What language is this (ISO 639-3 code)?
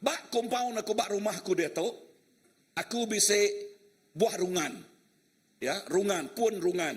iba